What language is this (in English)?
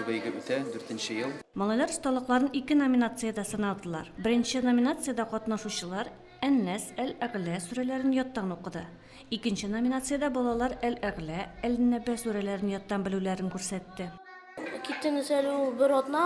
Tatar